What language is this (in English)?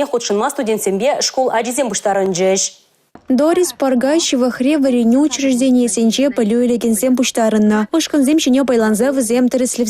Chuvash